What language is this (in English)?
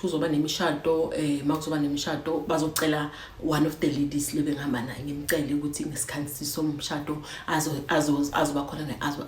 Zulu